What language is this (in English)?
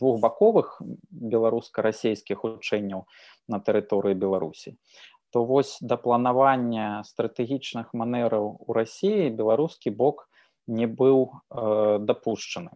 Belarusian